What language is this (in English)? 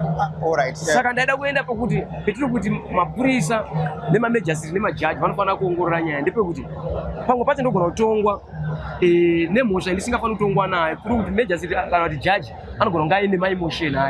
Shona